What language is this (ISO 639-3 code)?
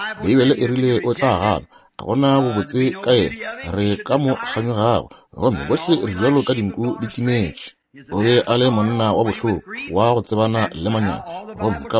nso